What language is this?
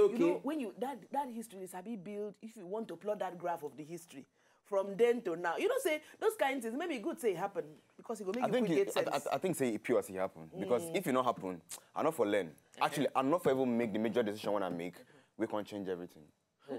Nigerian Pidgin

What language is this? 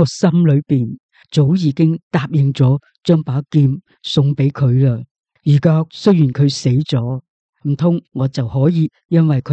Cantonese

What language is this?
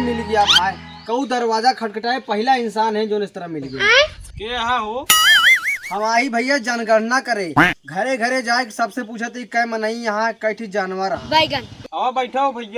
Awadhi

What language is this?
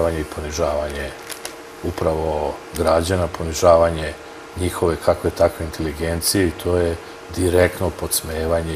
Serbian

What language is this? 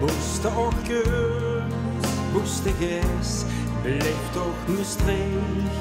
Limburgish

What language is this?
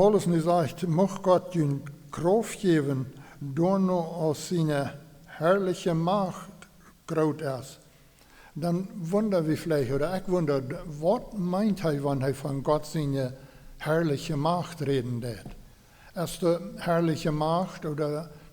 Plautdietsch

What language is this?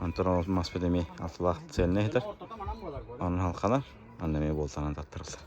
Yakut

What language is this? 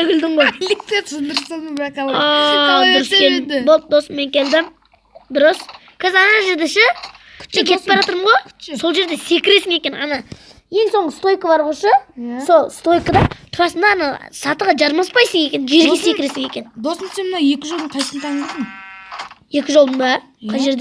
Kazakh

